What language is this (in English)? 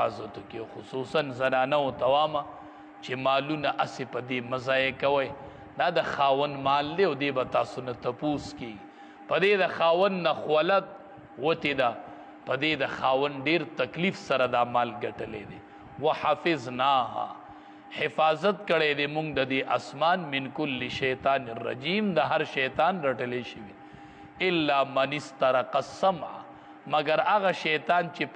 Pashto